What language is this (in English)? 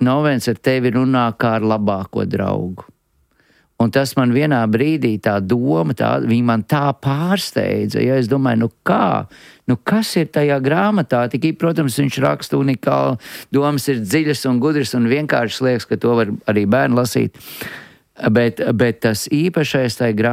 Latvian